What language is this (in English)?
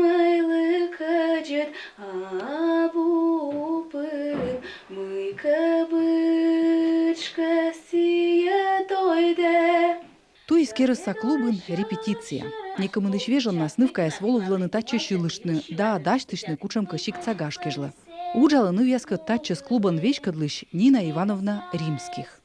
Komi